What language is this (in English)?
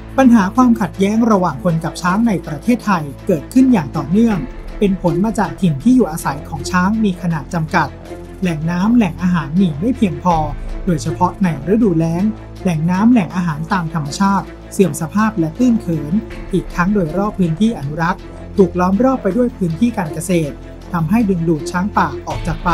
Thai